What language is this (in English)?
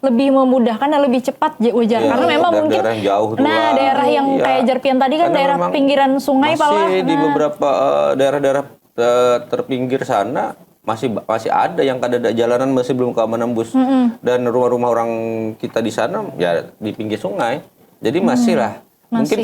Banjar